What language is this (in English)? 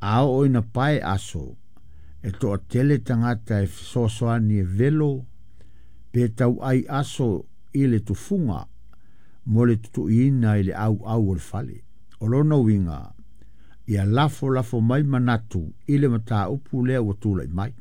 Samoan